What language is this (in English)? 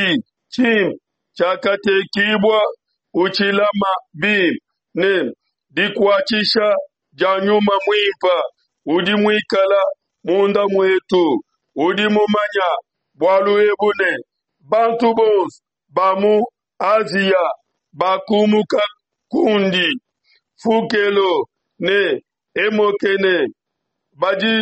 Luba-Lulua